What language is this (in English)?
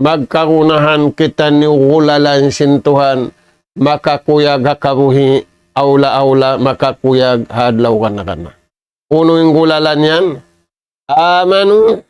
Tausug